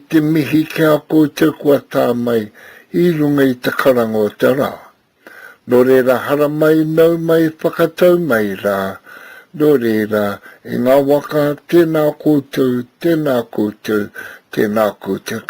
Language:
Māori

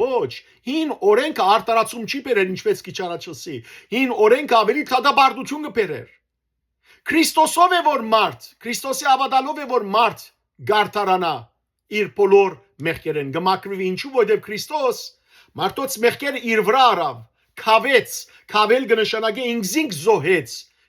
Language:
Western Armenian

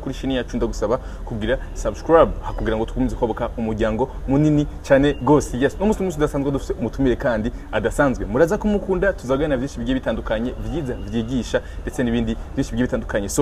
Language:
Rundi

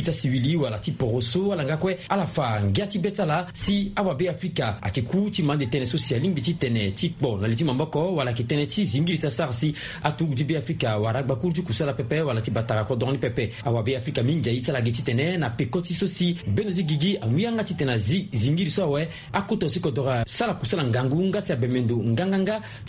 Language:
Sango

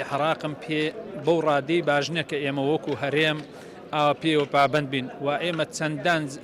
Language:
Central Kurdish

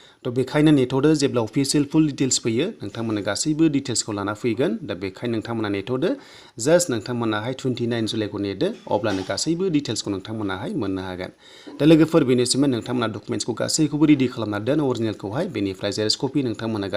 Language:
Bodo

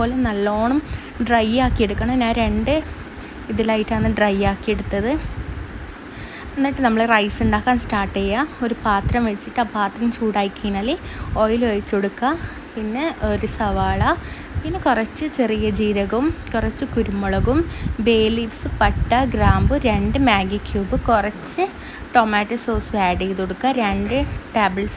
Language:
Malayalam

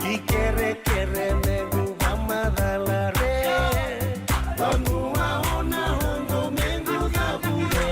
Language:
Fijian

